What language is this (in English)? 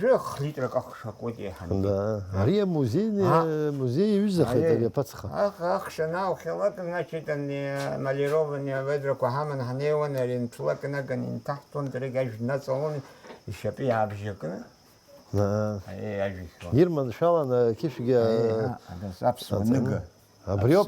Abkhazian